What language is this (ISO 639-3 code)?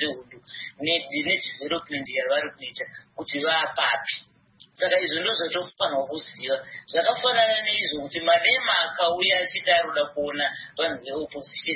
sna